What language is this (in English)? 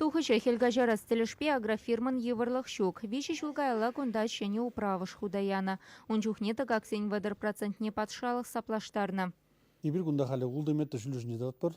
Chuvash